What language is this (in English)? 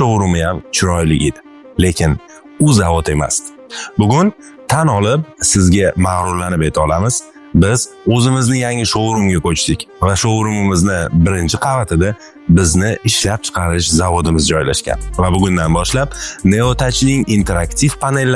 Uzbek